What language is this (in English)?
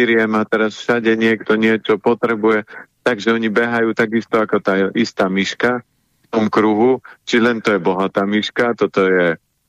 Slovak